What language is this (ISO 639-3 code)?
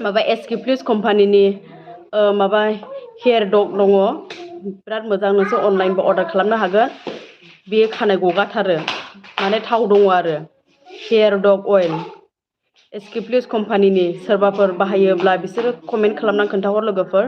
brx